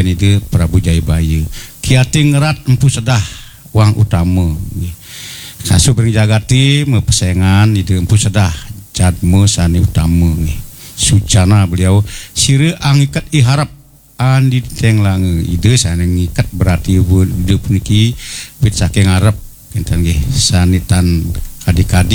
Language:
Balinese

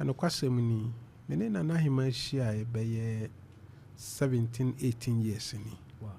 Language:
Akan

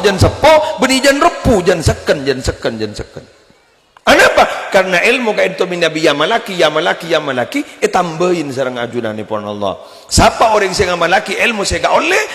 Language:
Madurese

